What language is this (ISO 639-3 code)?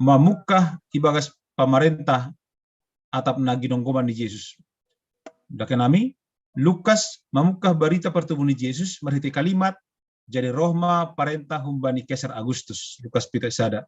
bts